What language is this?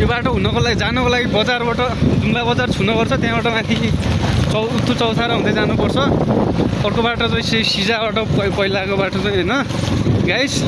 Nepali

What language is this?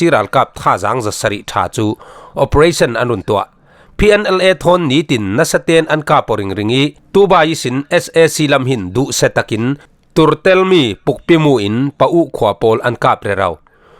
Falam Chin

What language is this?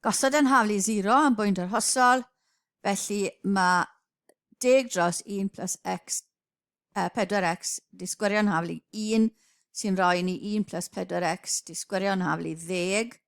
Welsh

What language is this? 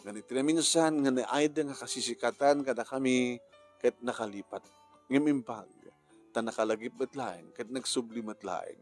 Iloko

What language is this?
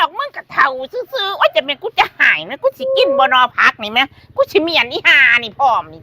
Northeastern Thai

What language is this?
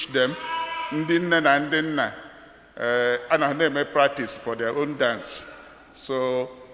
Igbo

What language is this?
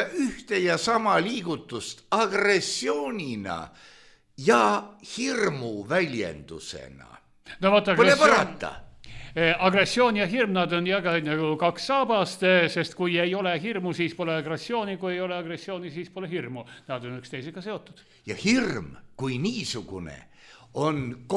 Estonian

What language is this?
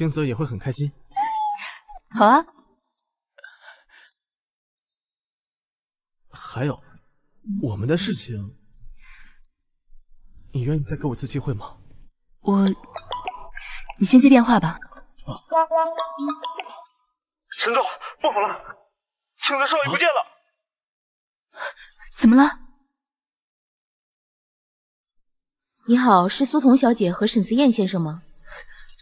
Chinese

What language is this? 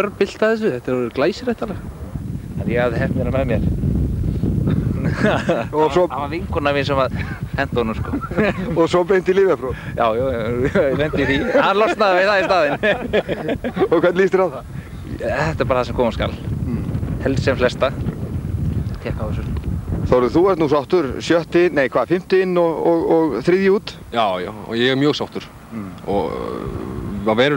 Icelandic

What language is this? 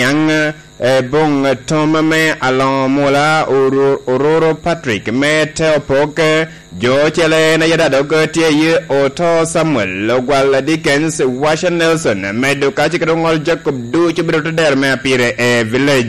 Lango (Uganda)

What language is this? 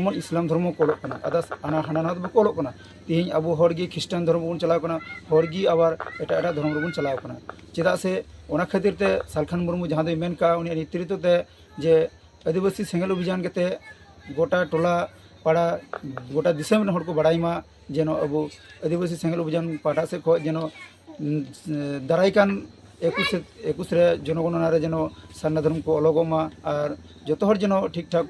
Santali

